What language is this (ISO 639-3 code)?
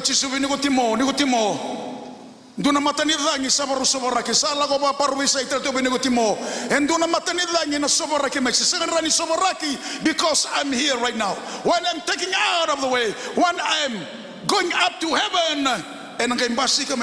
fij